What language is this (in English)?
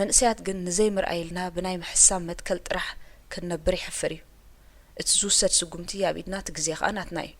Tigrinya